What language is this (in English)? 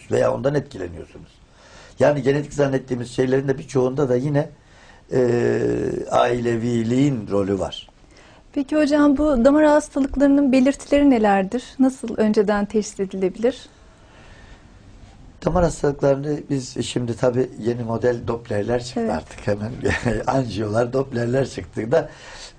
Turkish